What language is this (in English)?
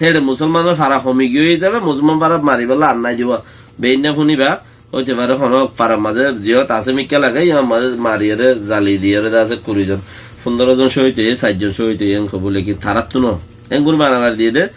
Rohingya